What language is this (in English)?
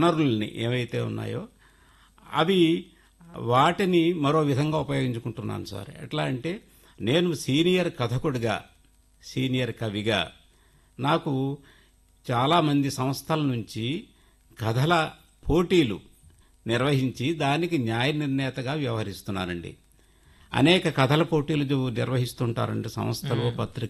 Telugu